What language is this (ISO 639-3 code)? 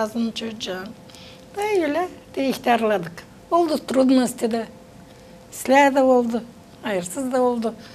gag